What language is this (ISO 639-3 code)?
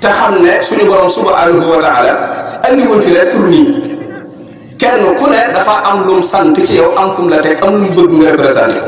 wol